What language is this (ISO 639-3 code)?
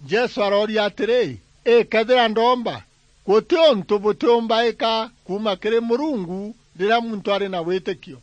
mer